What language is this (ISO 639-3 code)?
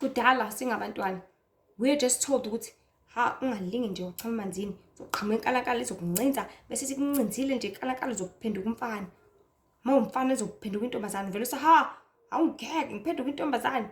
zul